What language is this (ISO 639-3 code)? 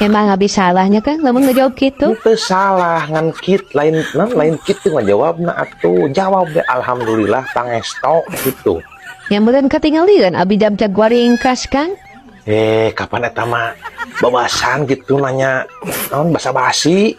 sun